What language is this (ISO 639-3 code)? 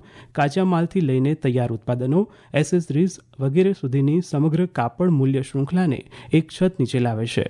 guj